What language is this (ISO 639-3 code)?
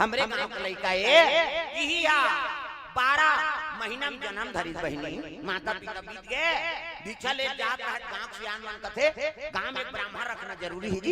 hne